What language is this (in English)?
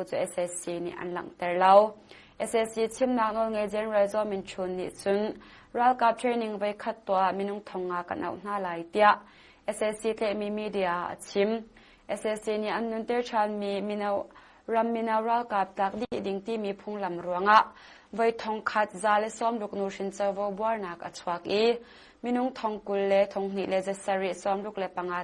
Hakha Chin